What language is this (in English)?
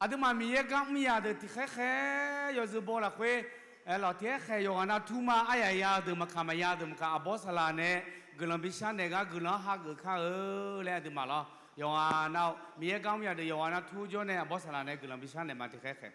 Akha